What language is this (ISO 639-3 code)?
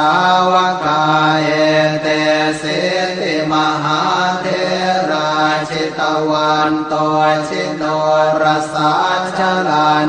pli